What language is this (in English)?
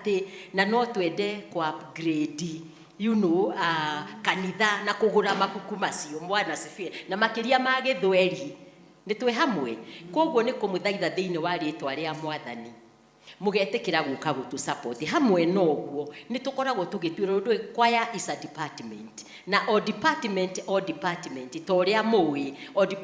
Kikuyu